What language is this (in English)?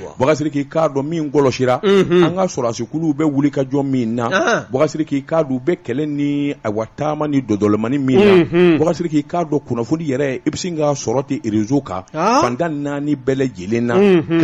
Bambara